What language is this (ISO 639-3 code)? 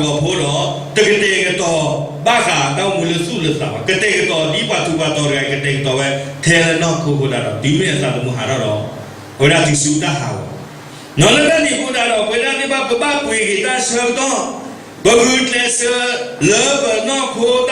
ksw